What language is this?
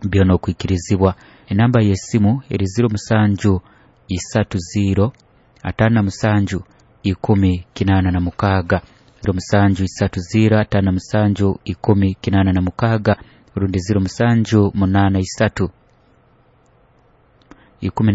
Nyoro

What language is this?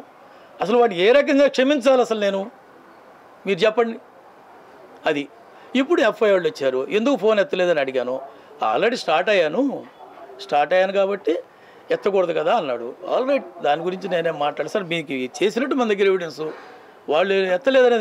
Telugu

